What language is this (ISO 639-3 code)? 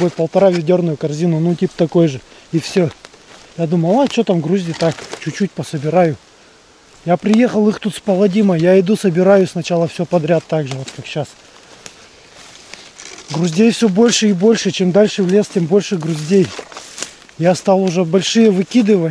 rus